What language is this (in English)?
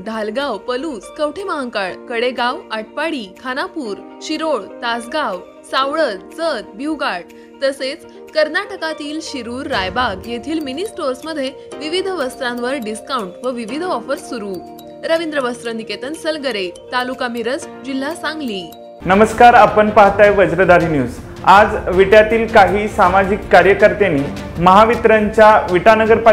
Marathi